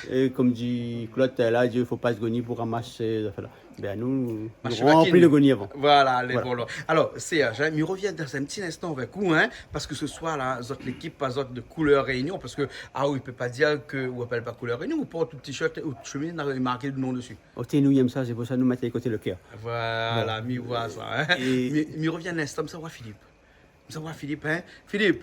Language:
Réunion Creole French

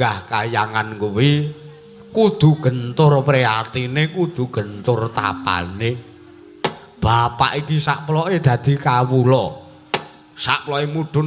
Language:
Javanese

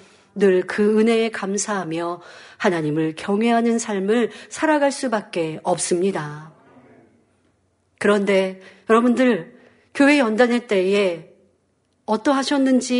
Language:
Korean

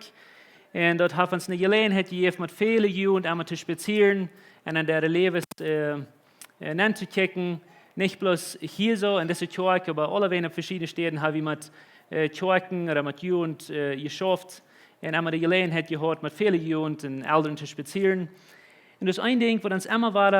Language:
Plautdietsch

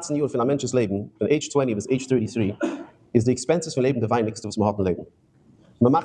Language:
Yiddish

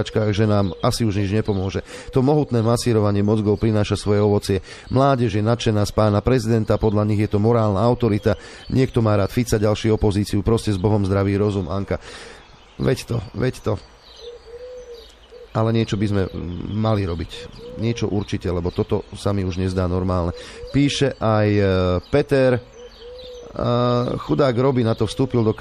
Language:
Slovak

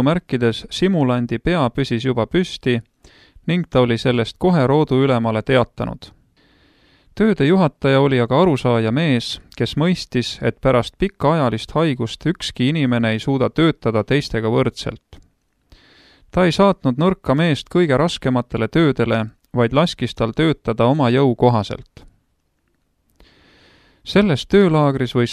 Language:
Estonian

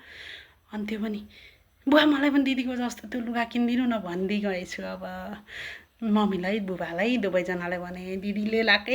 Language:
Nepali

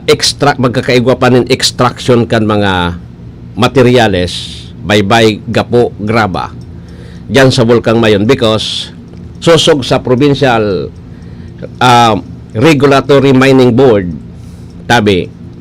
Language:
Bikol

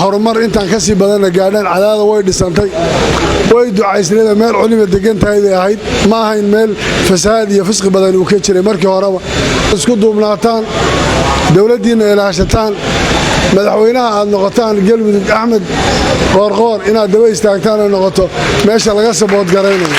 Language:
Somali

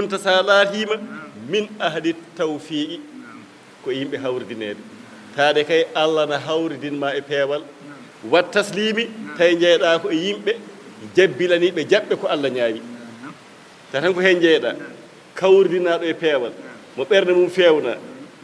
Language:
Fula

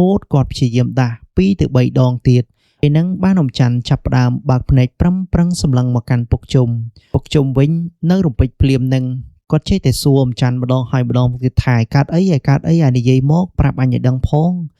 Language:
Khmer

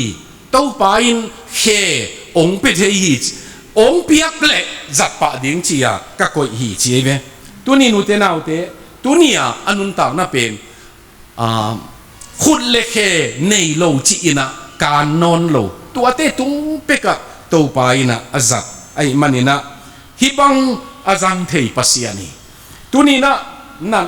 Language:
Tedim Chin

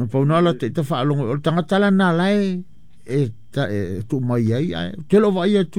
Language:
Samoan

